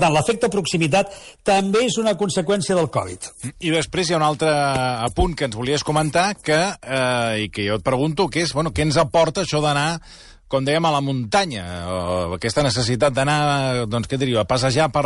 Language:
Catalan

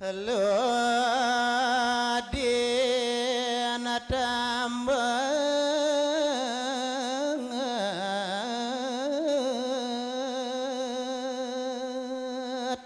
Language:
Balinese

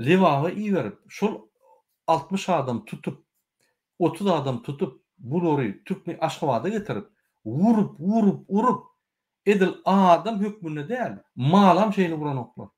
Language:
Turkmen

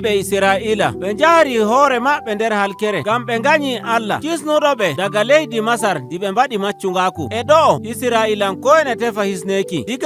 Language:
Nigerian Fulfulde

